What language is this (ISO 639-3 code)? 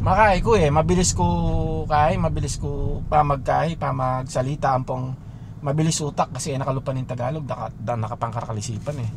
pam